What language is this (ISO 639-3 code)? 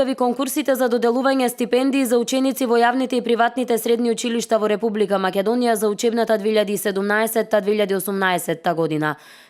mkd